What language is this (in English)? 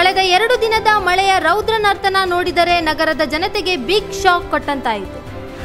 Kannada